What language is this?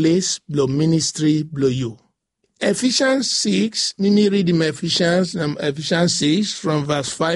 Bislama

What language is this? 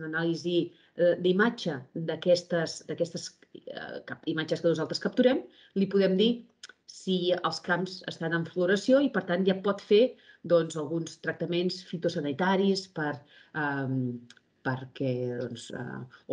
Catalan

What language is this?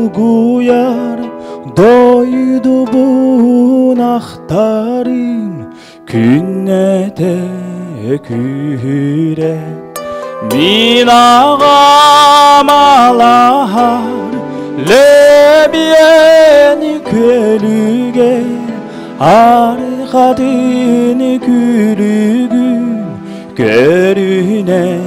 Yakut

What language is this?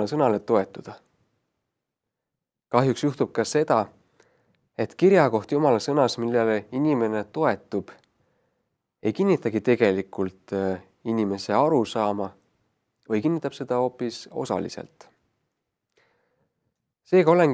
Estonian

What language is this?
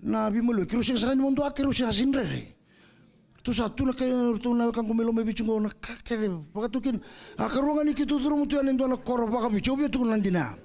Fijian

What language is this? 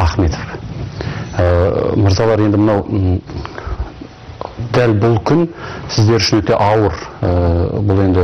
Kazakh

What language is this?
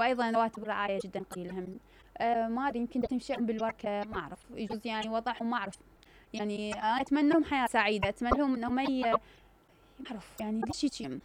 Mesopotamian Arabic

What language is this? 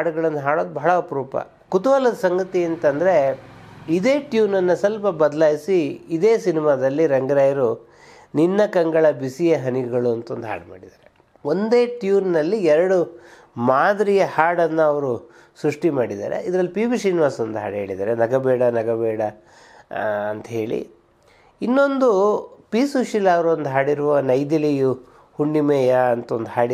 Kannada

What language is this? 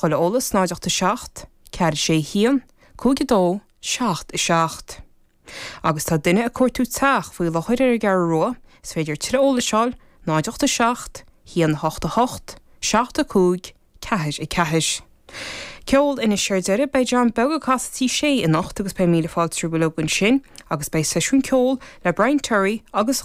Irish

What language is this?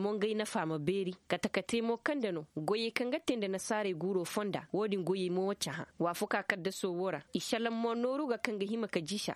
Koyraboro Senni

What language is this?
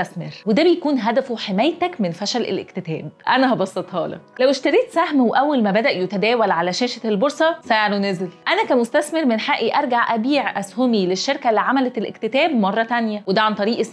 Egyptian Arabic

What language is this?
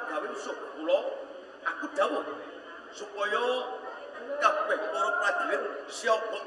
Javanese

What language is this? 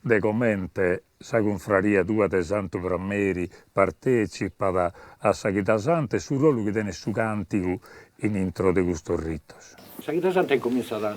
Sardinian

